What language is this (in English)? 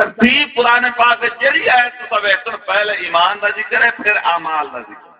Saraiki